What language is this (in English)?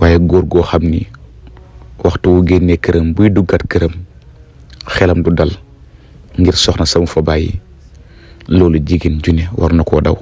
Wolof